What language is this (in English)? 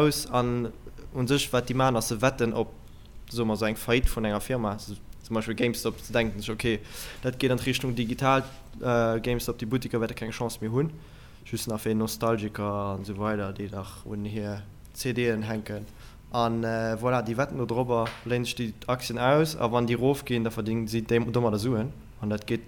Luxembourgish